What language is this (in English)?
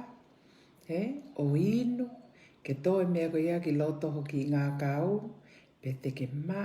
Tongan